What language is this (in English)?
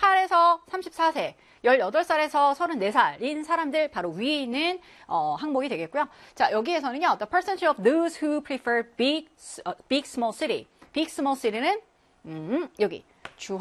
Korean